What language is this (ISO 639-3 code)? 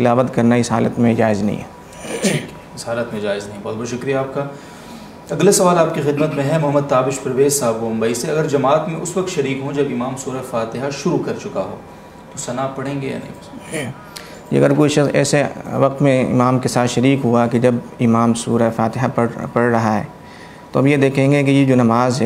urd